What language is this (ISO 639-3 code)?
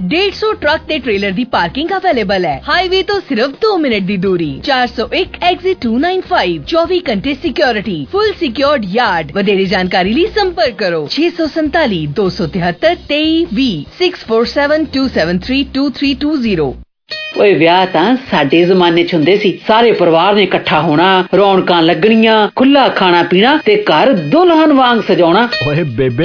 pan